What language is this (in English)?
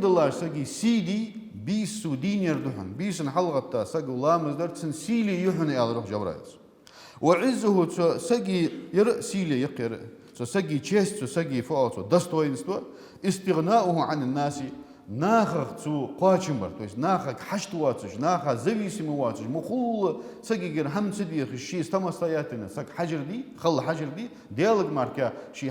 Ingush